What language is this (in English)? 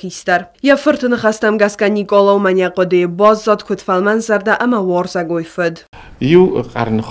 Ossetic